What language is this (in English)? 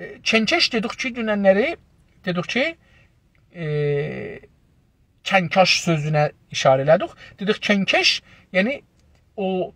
South Azerbaijani